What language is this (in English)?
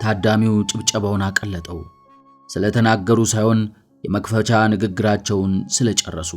Amharic